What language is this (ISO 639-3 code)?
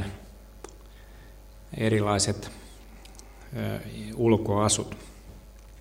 fin